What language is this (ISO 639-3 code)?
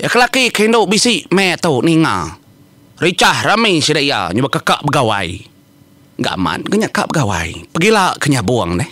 iba